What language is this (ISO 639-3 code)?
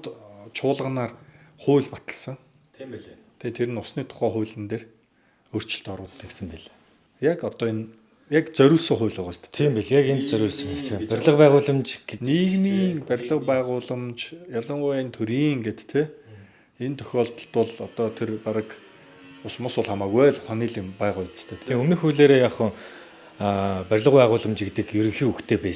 mon